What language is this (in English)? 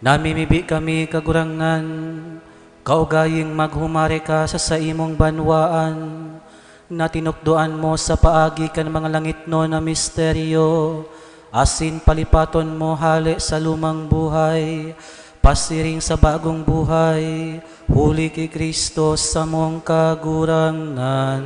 Bikol